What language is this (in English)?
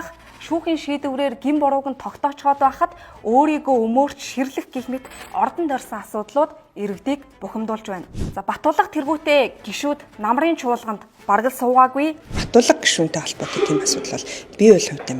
Mongolian